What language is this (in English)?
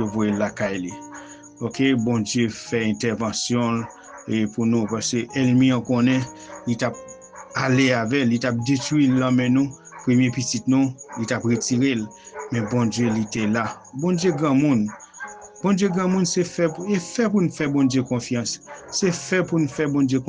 Haitian Creole